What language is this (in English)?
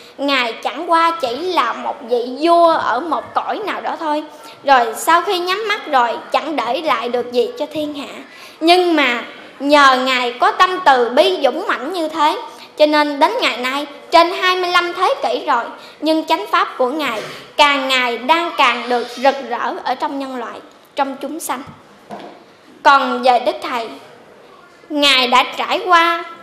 Vietnamese